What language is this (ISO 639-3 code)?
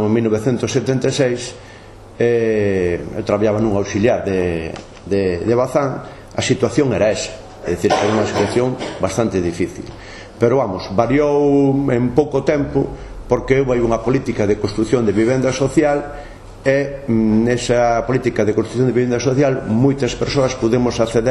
glg